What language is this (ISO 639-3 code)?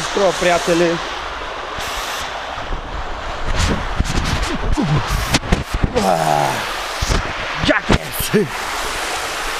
bul